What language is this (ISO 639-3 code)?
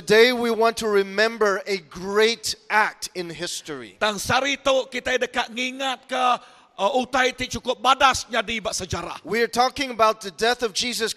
iba